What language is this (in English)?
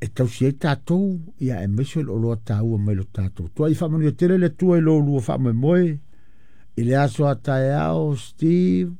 Samoan